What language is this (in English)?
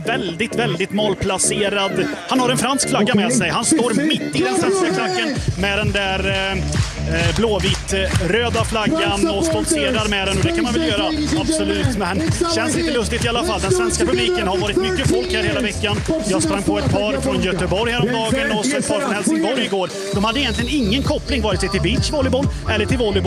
Swedish